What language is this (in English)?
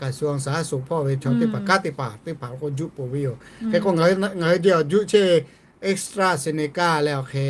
Lahu